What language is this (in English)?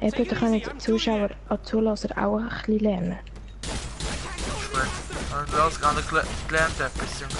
Swiss German